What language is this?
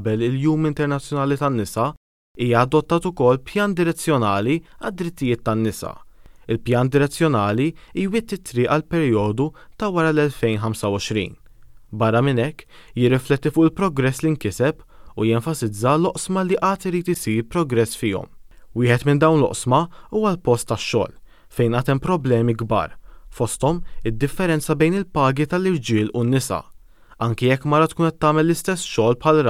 Maltese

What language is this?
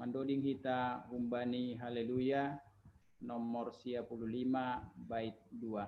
Batak Simalungun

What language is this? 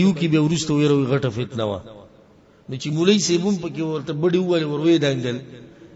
Pashto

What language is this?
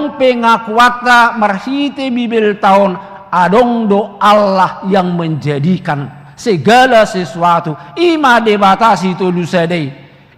Batak Toba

